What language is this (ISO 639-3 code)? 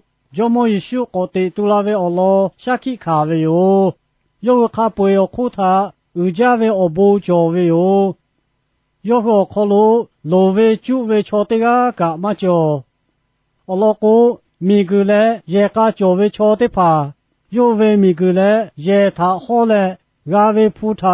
lhu